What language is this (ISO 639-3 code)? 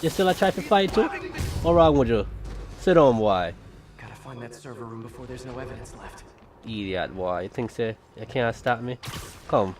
jam